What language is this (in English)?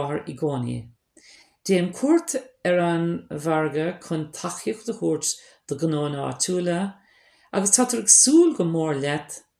Irish